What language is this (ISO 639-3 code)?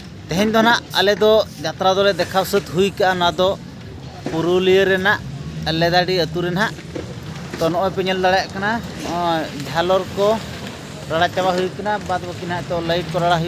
sat